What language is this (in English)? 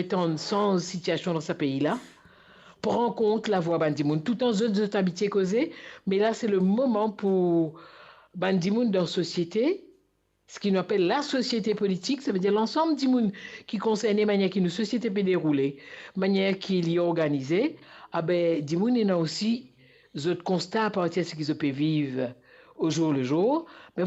Morisyen